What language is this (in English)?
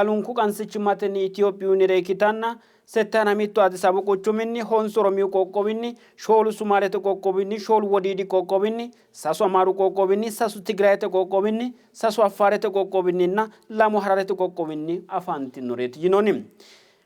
Sidamo